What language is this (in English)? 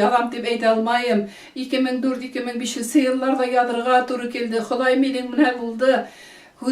Bashkir